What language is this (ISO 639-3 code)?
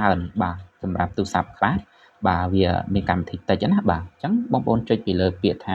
khm